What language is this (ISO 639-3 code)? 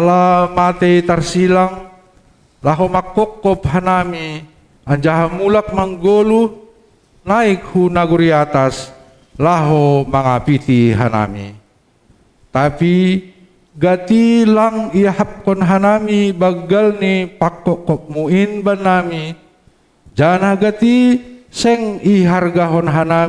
bts